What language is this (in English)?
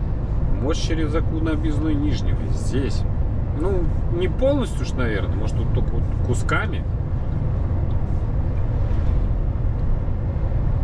Russian